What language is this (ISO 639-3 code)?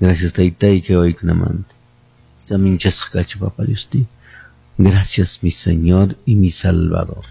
que